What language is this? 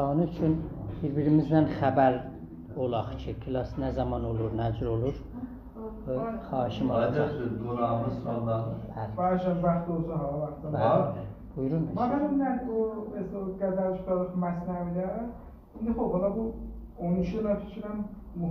South Azerbaijani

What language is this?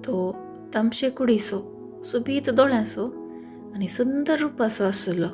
Konkani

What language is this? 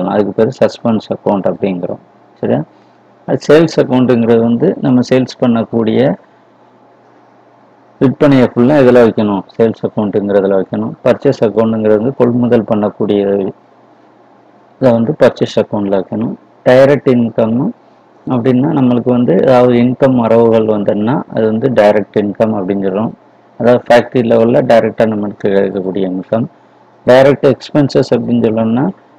Tamil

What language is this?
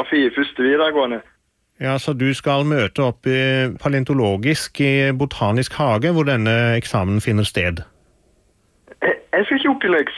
Norwegian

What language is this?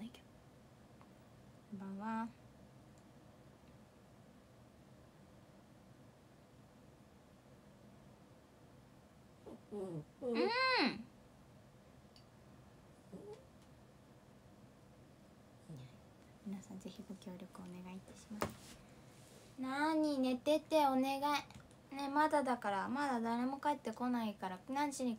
Japanese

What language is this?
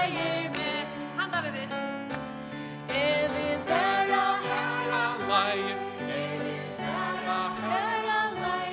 Faroese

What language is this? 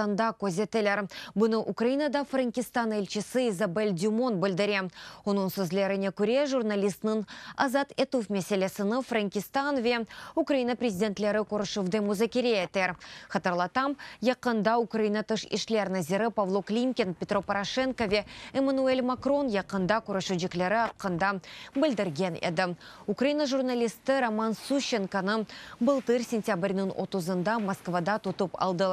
Crimean Tatar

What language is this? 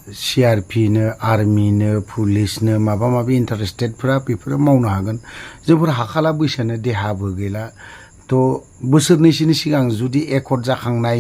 Bodo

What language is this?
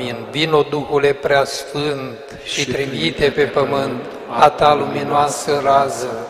Romanian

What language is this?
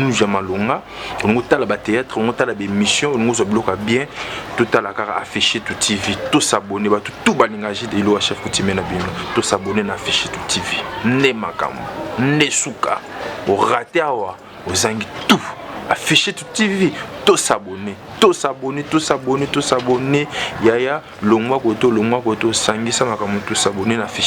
Lingala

